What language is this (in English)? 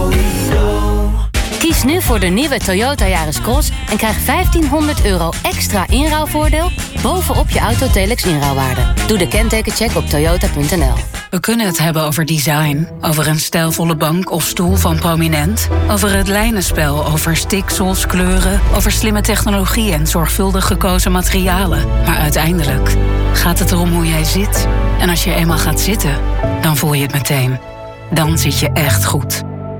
Dutch